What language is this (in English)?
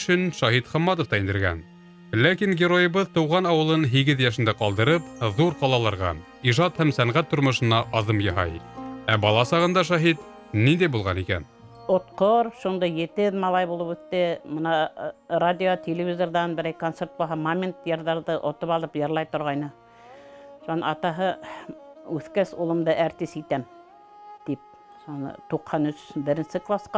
Bashkir